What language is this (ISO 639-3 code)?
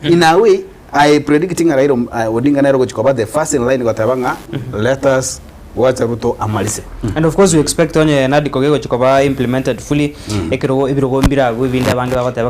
guz